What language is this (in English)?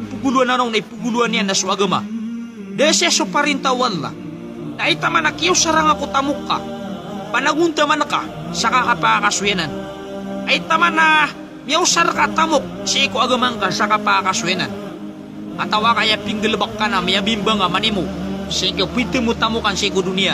Maranao